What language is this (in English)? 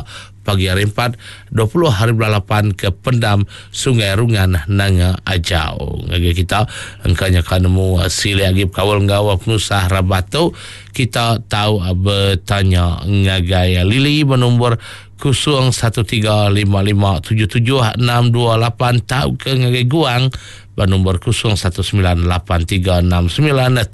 Iban